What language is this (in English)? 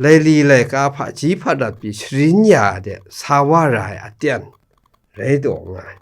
Kachin